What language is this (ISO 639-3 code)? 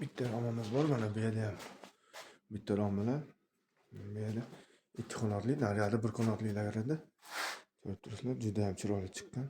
uzb